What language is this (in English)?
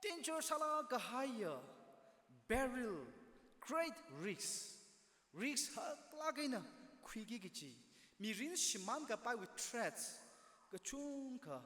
Tangkhul Naga (India)